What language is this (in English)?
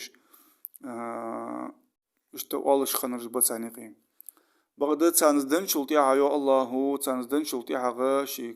Ingush